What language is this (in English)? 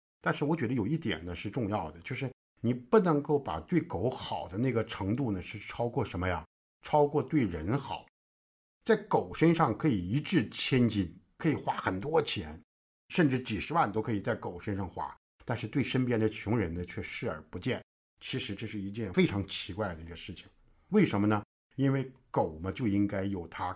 Chinese